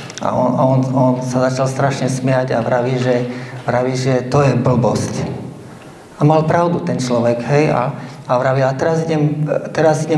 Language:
Slovak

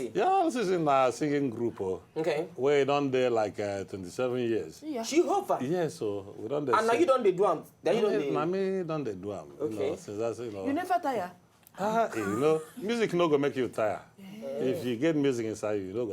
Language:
Nigerian Pidgin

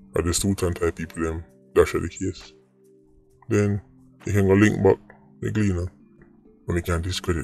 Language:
Jamaican Creole English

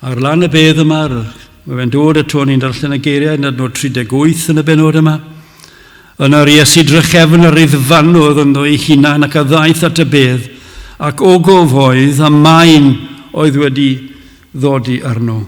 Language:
Welsh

